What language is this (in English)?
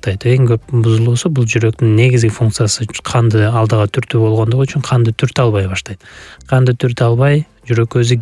Kyrgyz